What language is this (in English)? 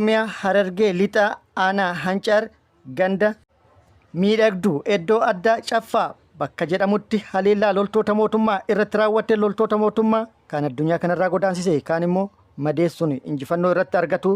Oromo